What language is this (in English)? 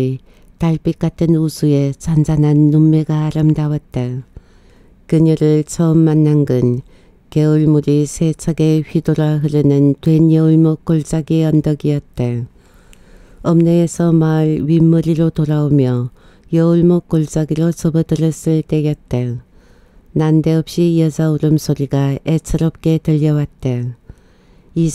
Korean